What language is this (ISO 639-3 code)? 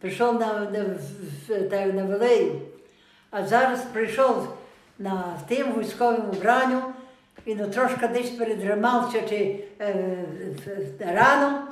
rue